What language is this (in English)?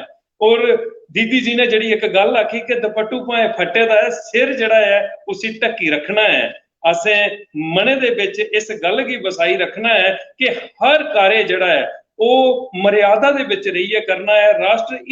Dogri